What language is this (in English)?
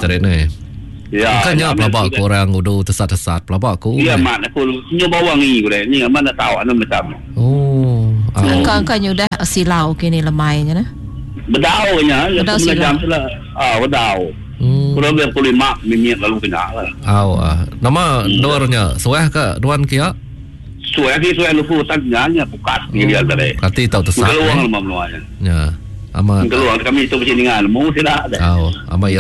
Iban